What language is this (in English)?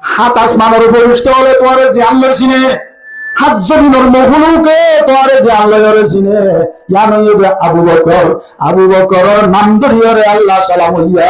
Rohingya